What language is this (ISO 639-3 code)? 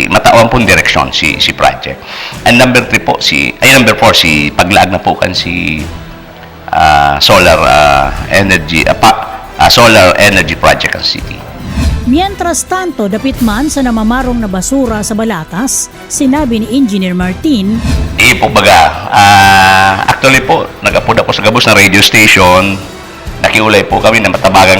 bik